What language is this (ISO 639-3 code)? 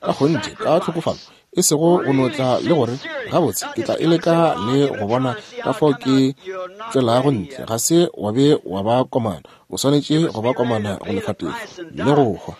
nso